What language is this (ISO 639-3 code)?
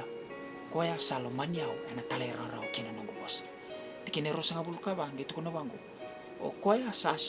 fij